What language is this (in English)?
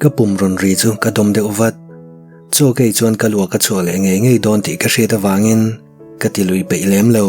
Mizo